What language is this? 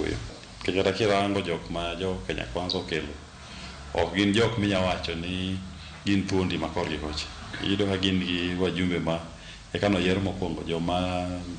Luo (Kenya and Tanzania)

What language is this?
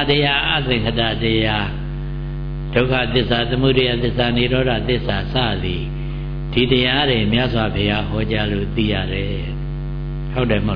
Burmese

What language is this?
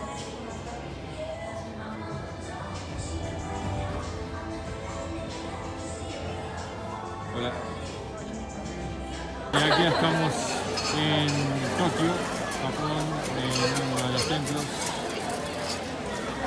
Spanish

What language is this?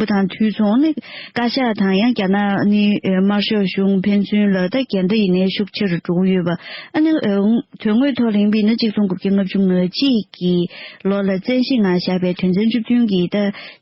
Tibetan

